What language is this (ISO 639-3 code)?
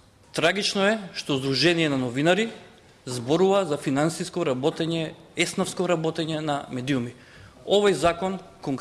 mkd